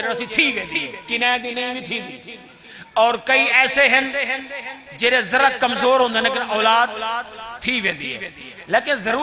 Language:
Saraiki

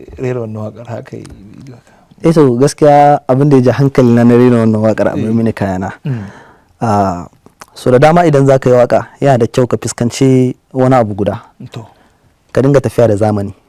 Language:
Hausa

